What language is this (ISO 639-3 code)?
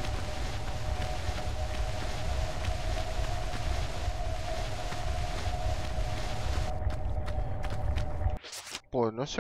spa